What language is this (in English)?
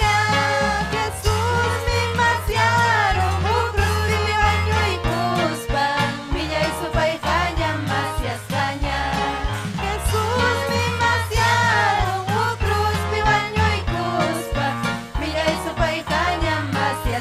Ayacucho Quechua